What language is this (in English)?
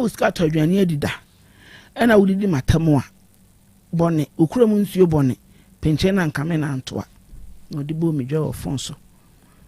Akan